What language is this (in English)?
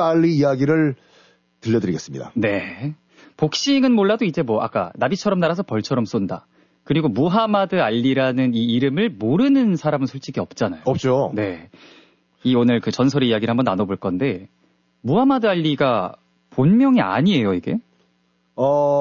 Korean